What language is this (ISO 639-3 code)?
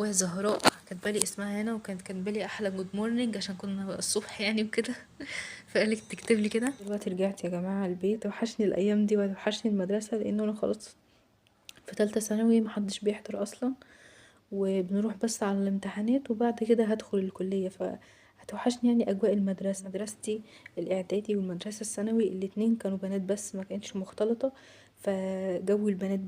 arz